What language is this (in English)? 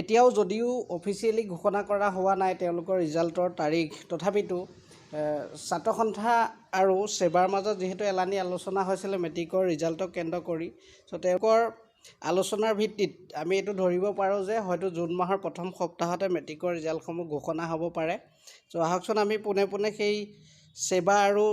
Assamese